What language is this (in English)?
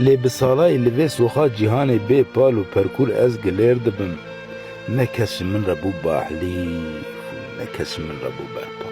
Kurdish